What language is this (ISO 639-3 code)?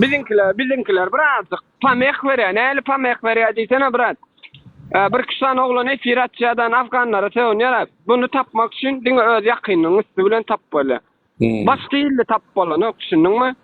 tuk